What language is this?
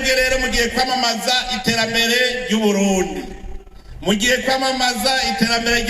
Rundi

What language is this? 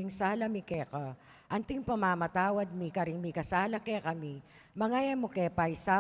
Pampanga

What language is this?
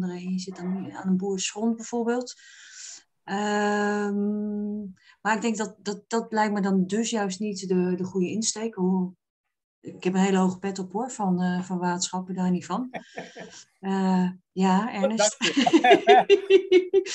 Dutch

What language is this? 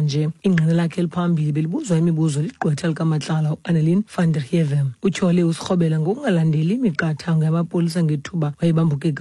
Xhosa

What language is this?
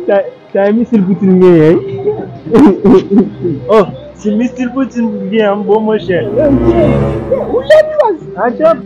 Haitian Creole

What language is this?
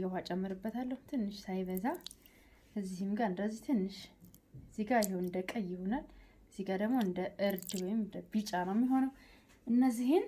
Amharic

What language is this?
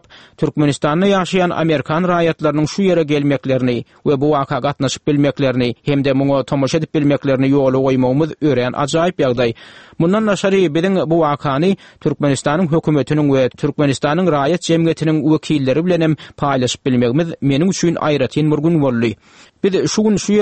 Turkmen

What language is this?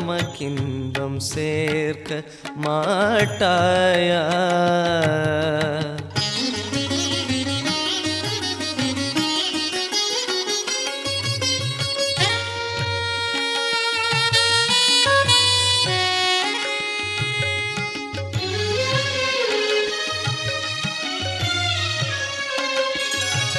Tamil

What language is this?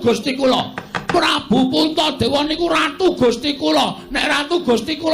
Javanese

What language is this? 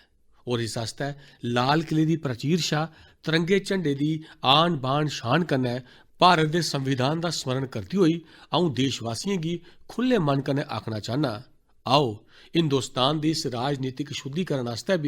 Dogri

